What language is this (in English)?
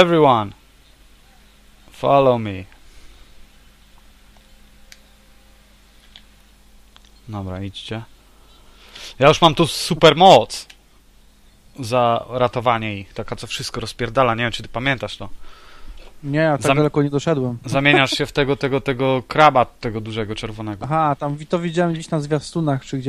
Polish